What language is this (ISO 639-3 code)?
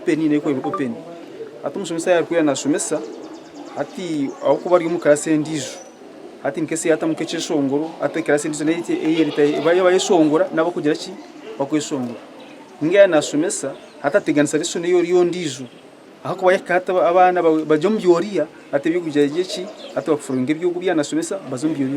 nyn